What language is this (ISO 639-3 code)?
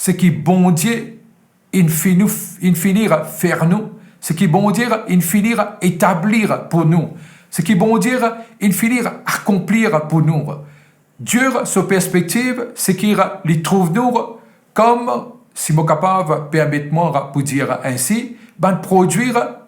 mfe